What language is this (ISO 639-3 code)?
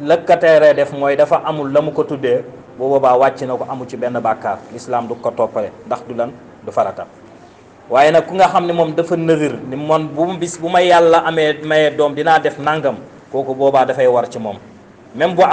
wol